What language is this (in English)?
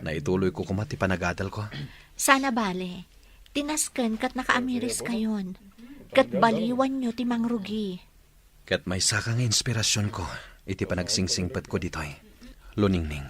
Iloko